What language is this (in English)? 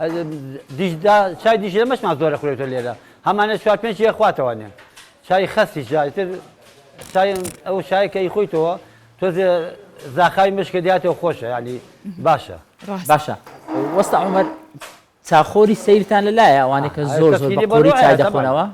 Central Kurdish